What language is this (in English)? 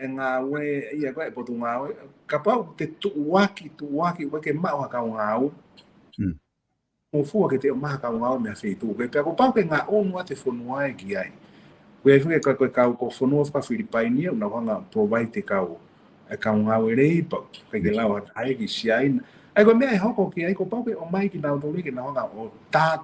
Tongan